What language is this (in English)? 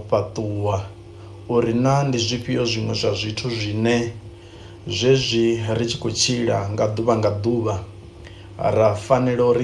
Venda